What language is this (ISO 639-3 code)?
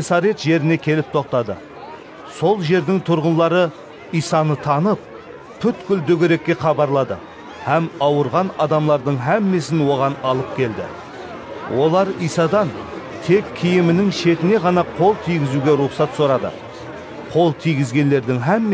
kaa